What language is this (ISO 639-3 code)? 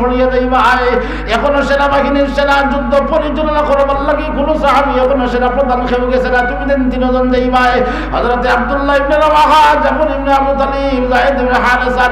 syl